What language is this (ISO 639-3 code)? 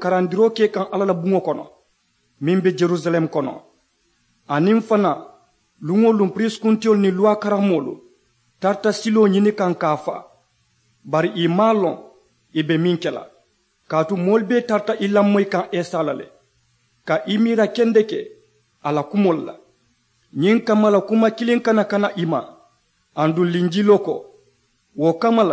man